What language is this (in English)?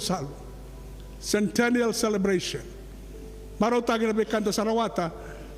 Fijian